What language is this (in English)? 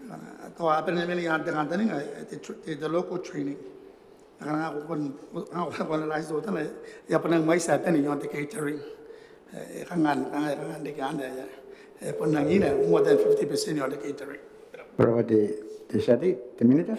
Gilbertese